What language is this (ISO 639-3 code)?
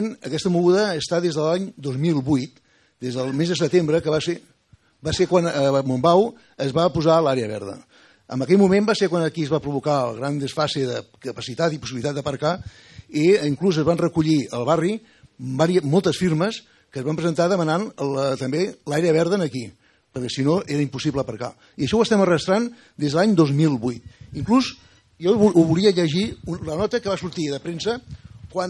cat